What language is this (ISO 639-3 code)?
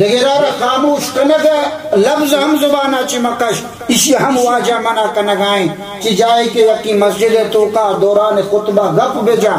bal